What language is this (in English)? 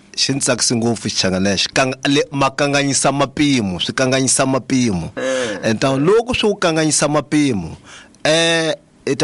Tsonga